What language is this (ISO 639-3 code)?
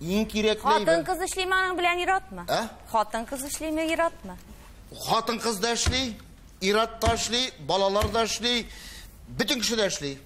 tat